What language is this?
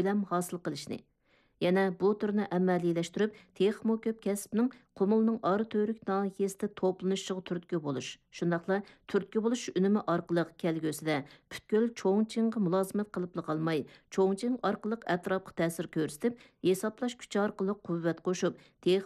Uyghur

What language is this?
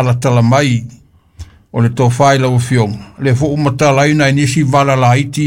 Samoan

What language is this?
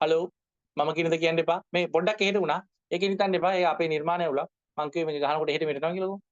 Sinhala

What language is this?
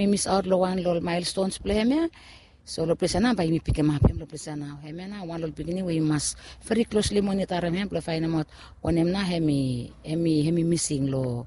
Bislama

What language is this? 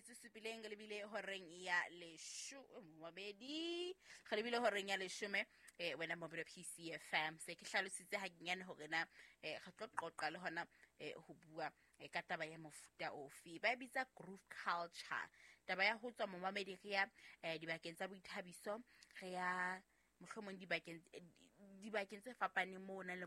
Southern Sotho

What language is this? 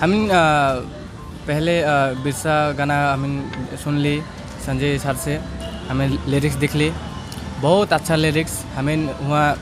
Sadri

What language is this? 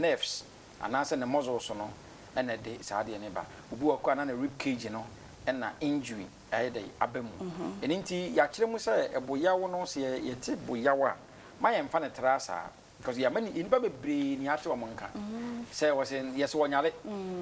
Akan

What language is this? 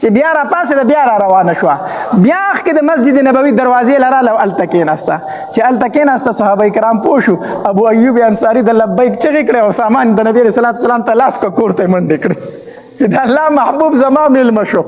Pashto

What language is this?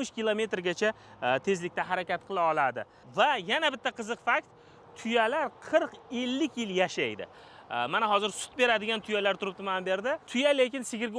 Uzbek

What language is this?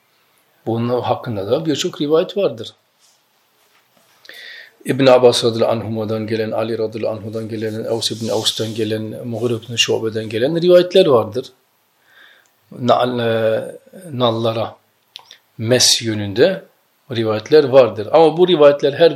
Turkish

